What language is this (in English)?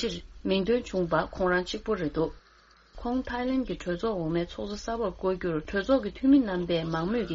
Tibetan